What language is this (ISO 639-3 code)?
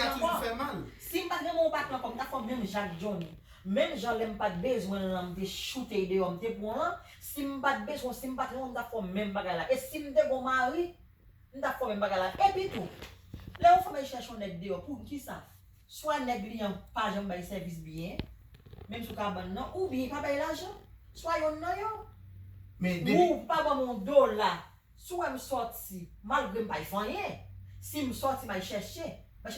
hat